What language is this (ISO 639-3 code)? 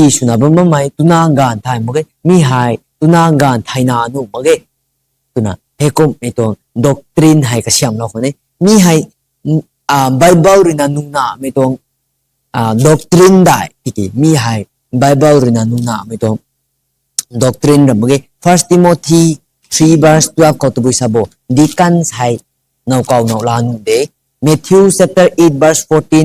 nbu